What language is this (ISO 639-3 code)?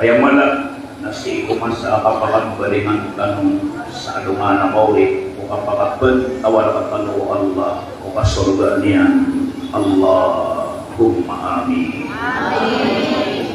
mrw